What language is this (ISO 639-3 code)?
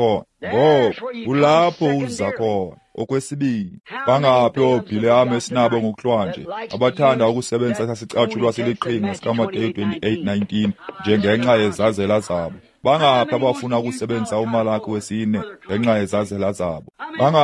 xho